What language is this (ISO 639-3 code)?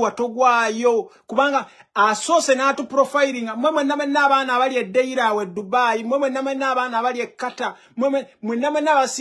lug